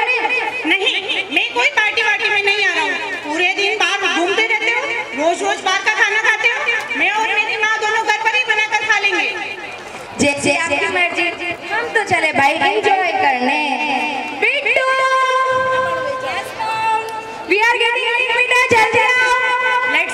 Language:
Hindi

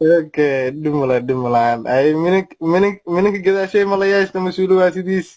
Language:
Somali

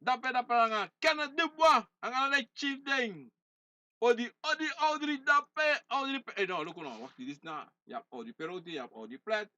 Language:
Sranan Tongo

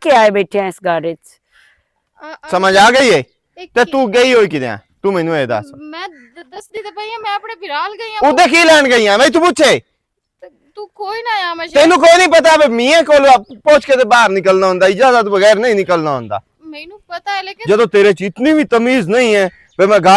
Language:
Western Panjabi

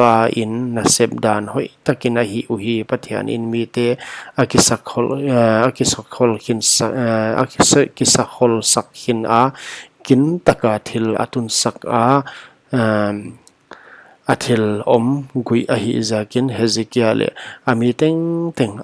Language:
Paite Chin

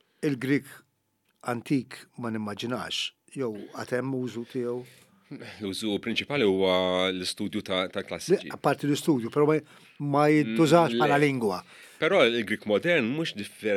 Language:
Maltese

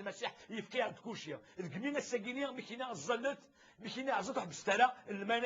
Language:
Kabyle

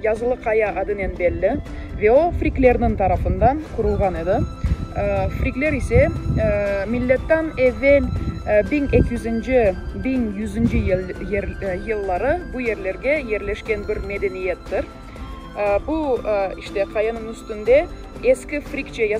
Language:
Crimean Tatar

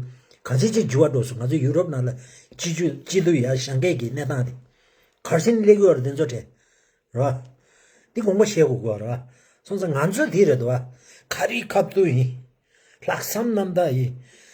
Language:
Tibetan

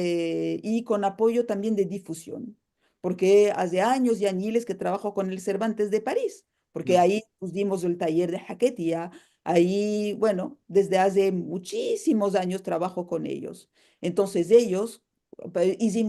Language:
Ladino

